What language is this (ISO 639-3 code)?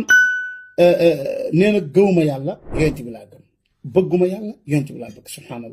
wol